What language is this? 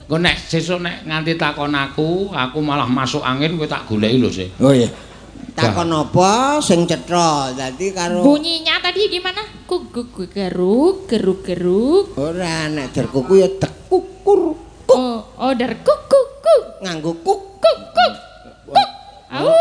Javanese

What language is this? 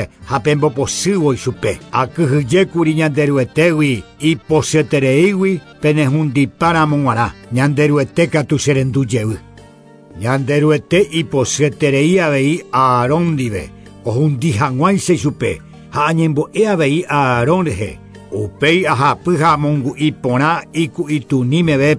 Guarani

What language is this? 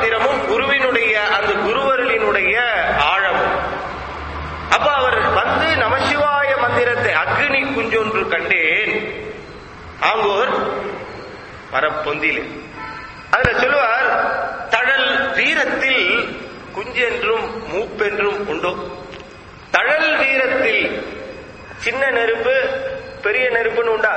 Tamil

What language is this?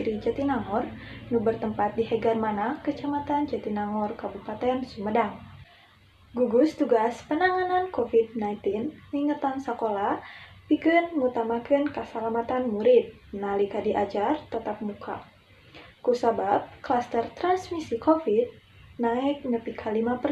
Sundanese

